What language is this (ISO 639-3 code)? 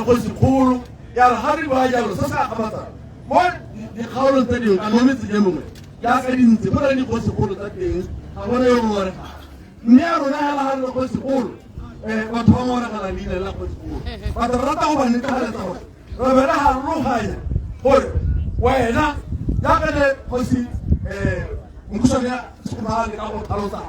tsn